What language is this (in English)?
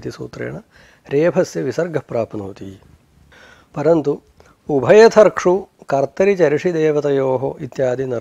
Sanskrit